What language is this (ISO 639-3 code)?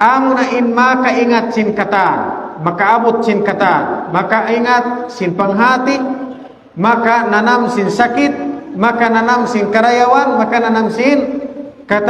tsg